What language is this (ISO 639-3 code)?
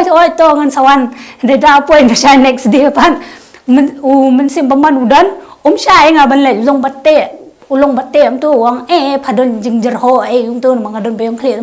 kha